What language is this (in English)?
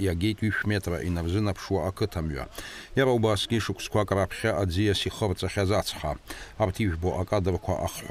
Abkhazian